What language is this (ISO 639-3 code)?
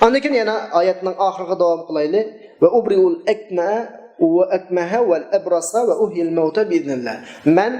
uig